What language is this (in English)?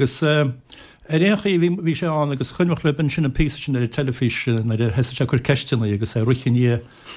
Irish